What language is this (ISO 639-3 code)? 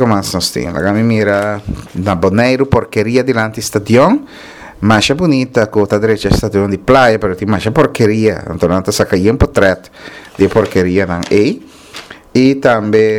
pap